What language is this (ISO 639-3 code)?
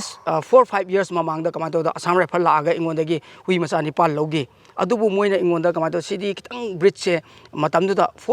mni